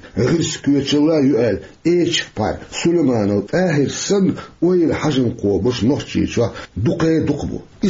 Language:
Chechen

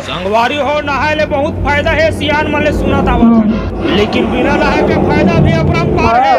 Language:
Chhattisgarhi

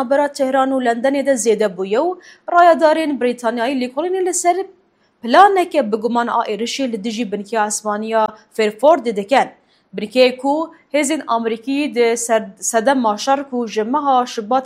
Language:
Kurdish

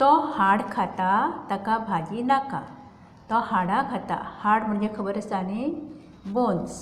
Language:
Konkani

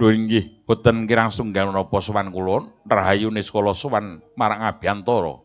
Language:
Javanese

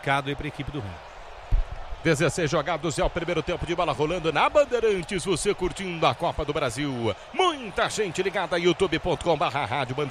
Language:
Portuguese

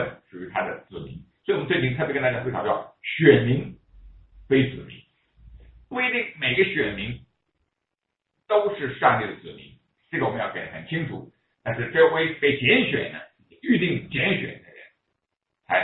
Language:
Chinese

